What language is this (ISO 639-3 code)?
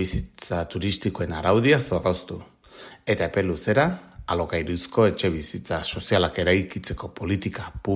eus